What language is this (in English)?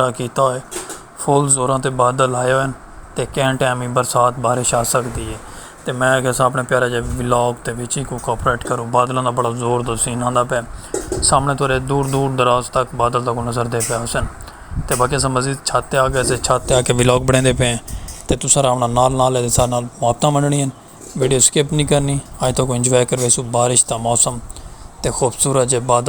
Saraiki